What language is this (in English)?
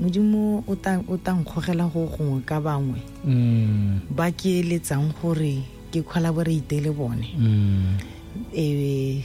Tswana